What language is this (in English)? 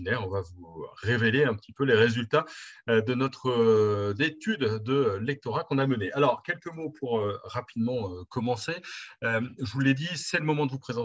French